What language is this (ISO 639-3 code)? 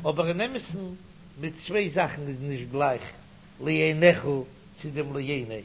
yid